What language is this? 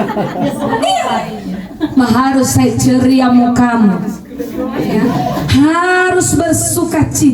Nias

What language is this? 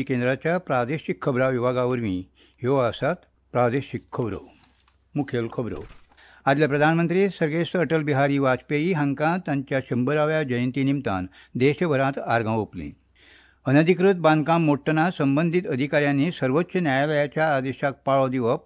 Konkani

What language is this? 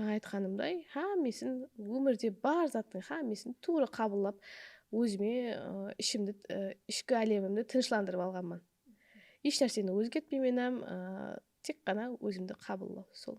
Kara-Kalpak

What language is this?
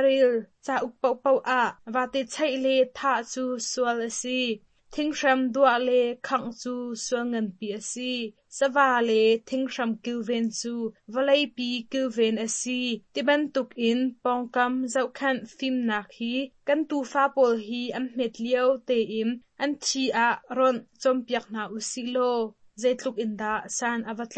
Hakha Chin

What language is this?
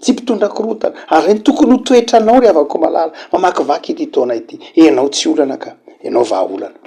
Malagasy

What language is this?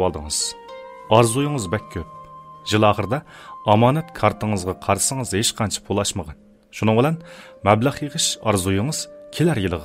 Uyghur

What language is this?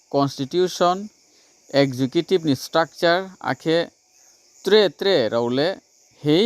Riang (India)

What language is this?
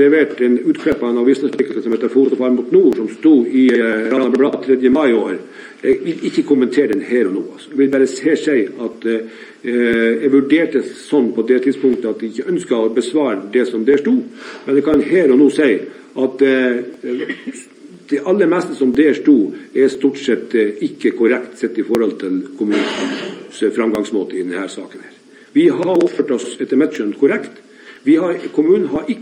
Norwegian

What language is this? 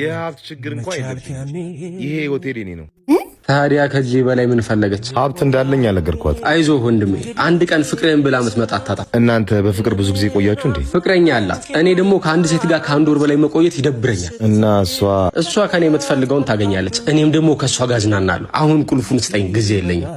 Amharic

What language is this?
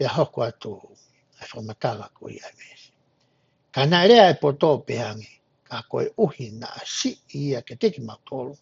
Tongan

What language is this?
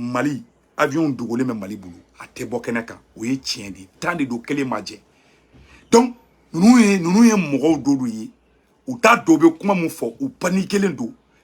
Bambara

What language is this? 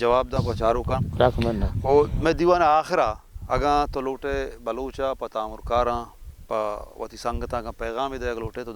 Baluchi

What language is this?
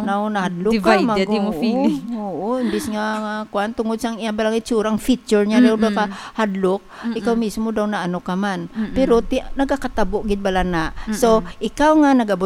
Hiligaynon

